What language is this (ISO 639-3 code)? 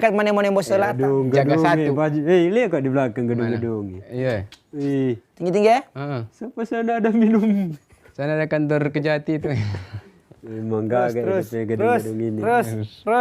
xmm